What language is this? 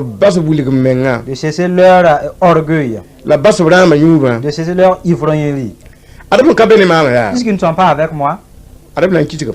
Mossi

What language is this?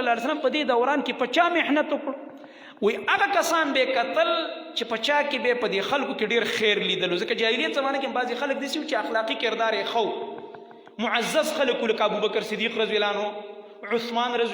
Pashto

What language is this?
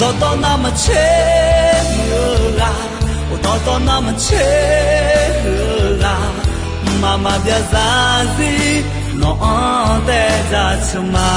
Akha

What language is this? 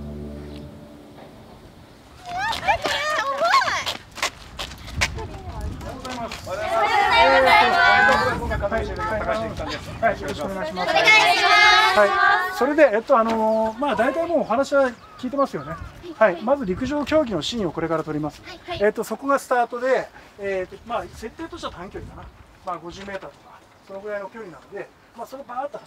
Japanese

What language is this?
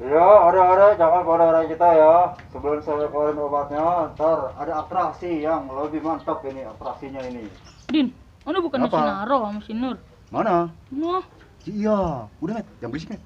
Betawi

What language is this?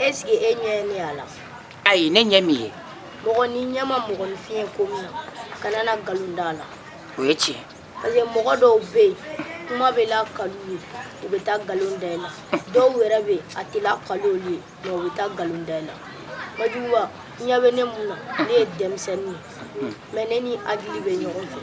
Bambara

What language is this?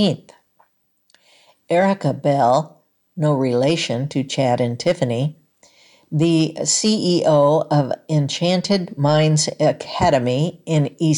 English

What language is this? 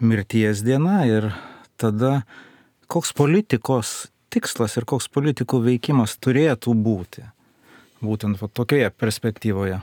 Lithuanian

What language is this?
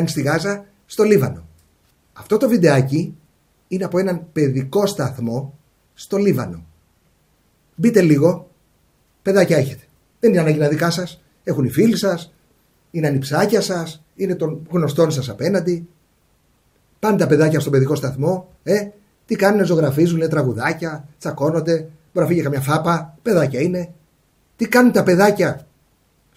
Greek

